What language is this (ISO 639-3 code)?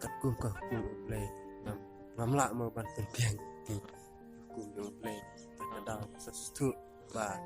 kha